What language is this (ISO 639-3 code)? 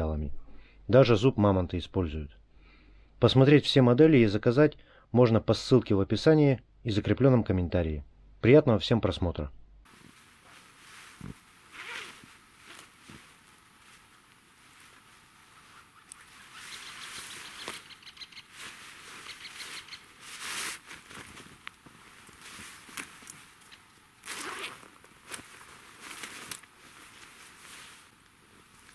rus